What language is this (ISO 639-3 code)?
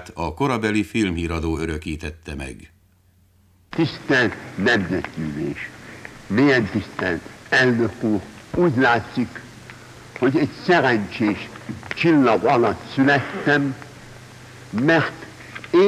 hun